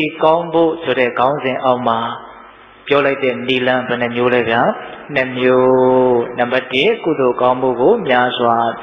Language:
Burmese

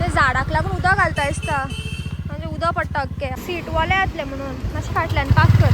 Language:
Konkani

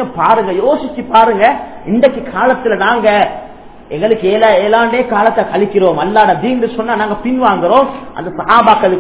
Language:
Tamil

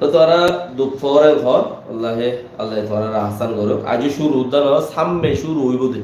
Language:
Rohingya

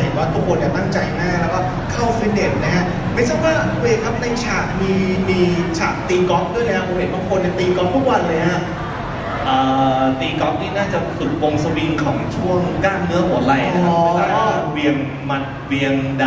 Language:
Thai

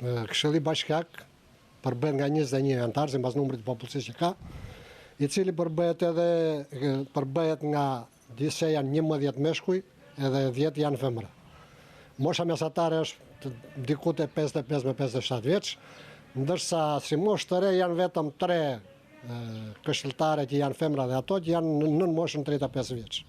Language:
Albanian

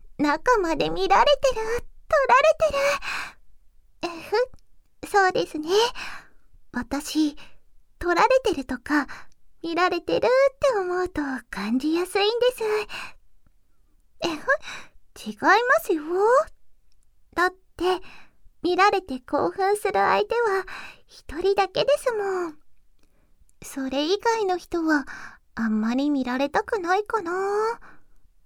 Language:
Japanese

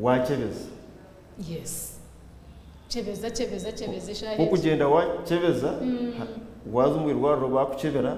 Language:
Nyankole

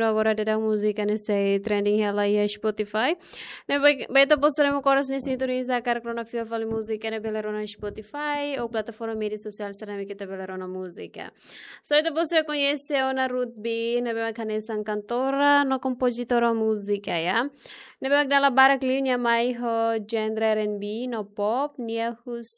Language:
Tetum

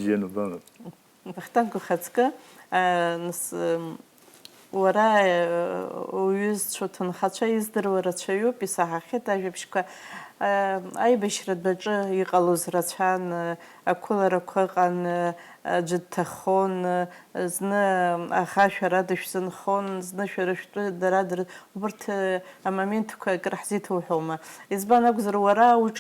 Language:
Abkhazian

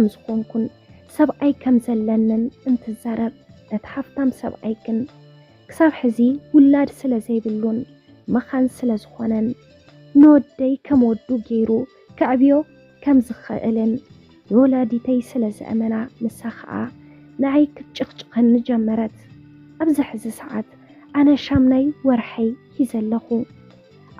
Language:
Tigrinya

